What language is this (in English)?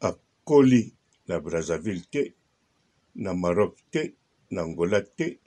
Lingala